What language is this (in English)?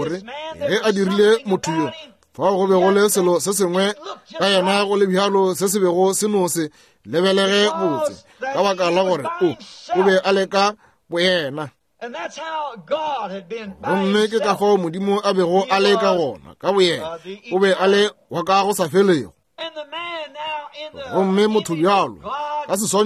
Northern Sotho